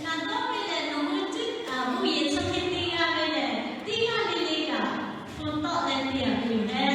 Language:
Lahu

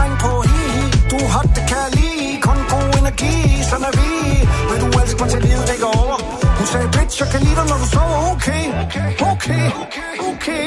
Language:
Danish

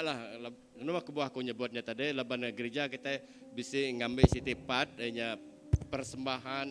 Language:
Iban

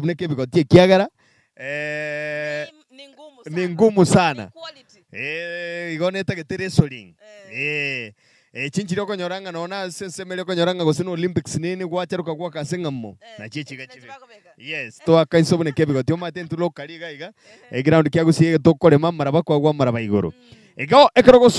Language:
Gusii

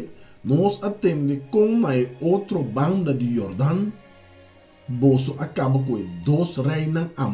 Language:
Papiamento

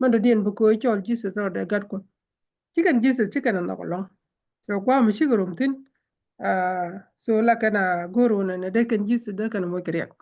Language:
Nuer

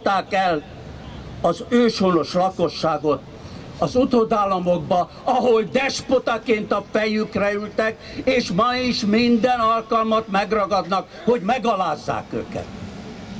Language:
Hungarian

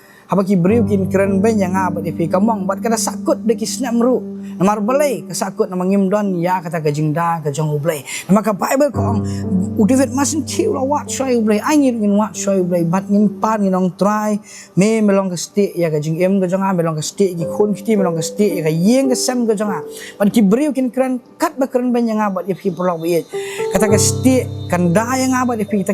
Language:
Khasi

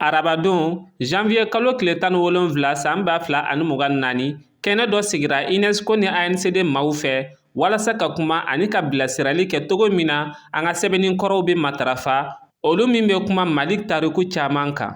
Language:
Bambara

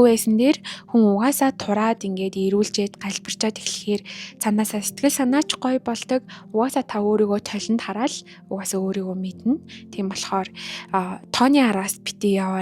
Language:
Mongolian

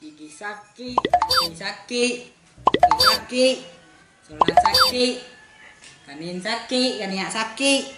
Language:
Minangkabau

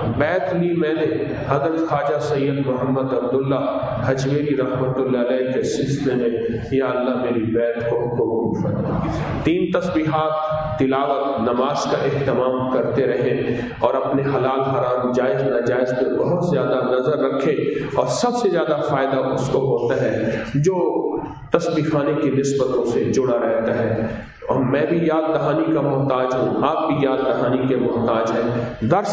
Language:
Urdu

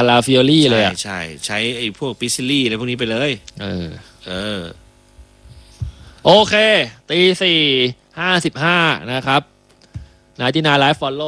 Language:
Thai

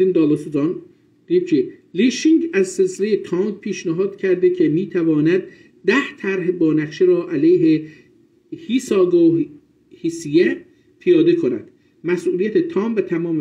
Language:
South Azerbaijani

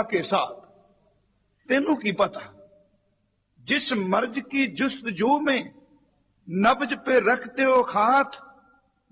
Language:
Punjabi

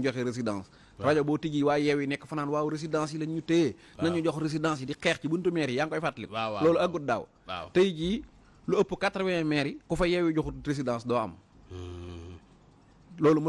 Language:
Wolof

